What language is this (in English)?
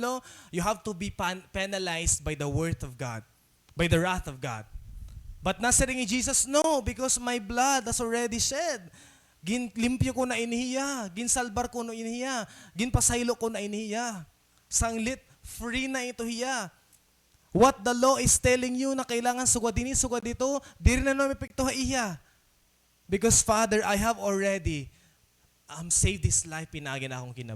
Waray